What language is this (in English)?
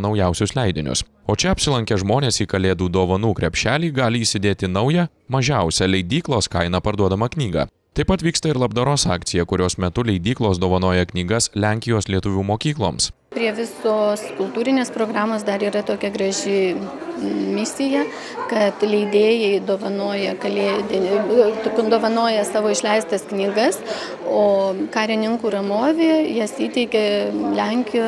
Lithuanian